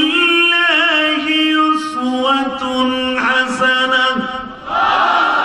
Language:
Bangla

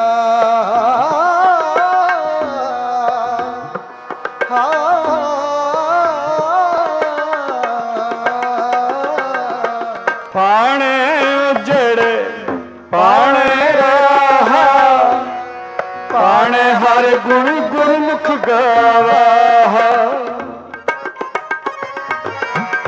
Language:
Punjabi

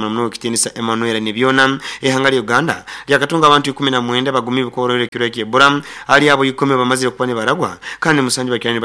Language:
Nyoro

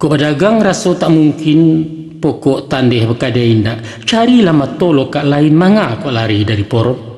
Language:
Minangkabau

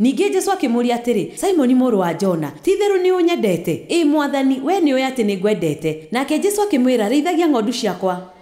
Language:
Kikuyu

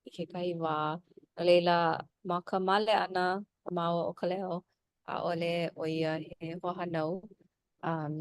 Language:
Hawaiian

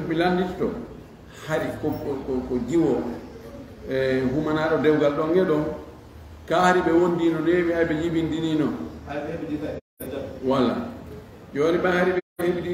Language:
Fula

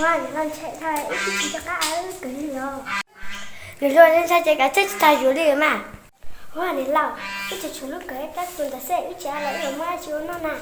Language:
Hmong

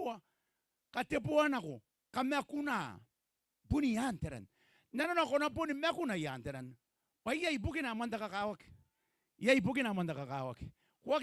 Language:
Gilbertese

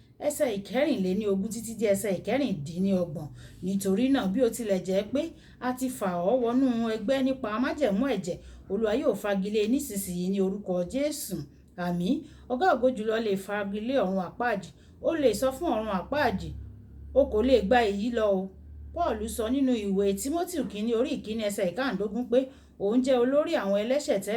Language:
Yoruba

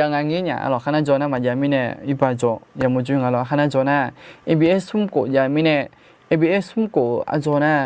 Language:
Akha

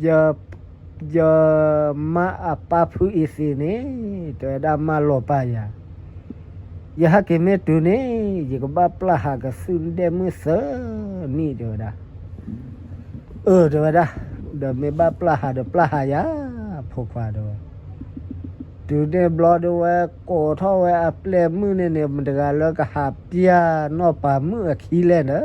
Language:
S'gaw Karen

